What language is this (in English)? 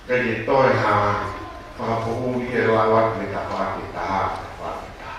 Tongan